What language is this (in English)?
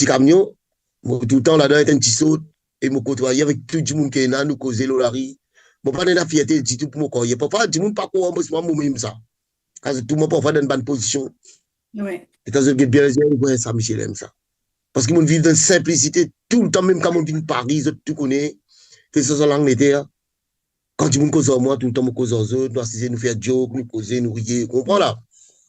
Morisyen